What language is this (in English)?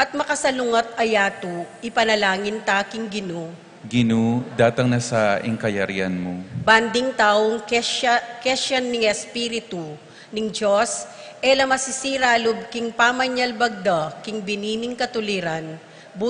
Pampanga